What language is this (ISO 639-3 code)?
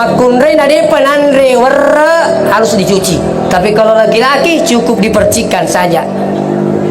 bug